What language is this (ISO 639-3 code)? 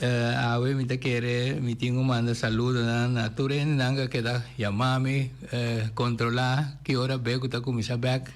pap